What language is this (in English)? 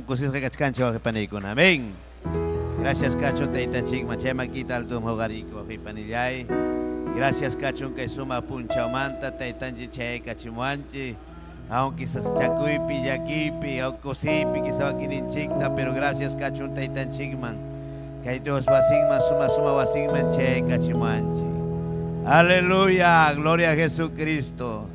Ayacucho Quechua